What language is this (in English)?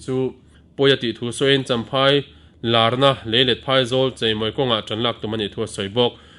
Mizo